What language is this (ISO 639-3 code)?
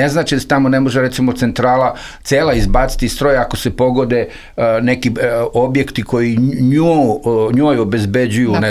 srp